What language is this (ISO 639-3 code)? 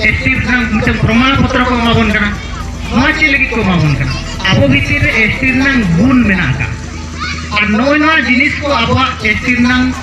sat